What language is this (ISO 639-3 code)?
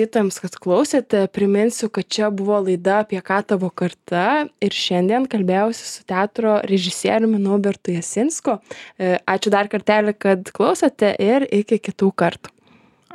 lit